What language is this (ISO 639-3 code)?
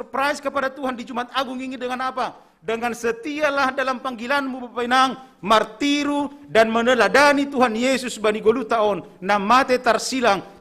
bts